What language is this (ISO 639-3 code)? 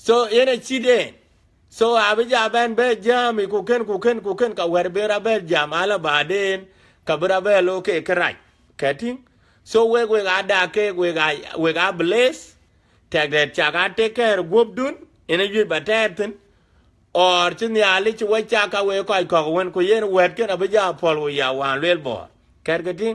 din